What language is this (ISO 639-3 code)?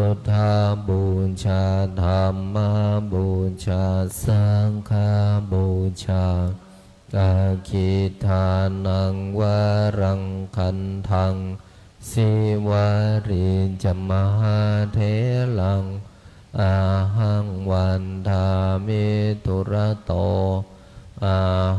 pli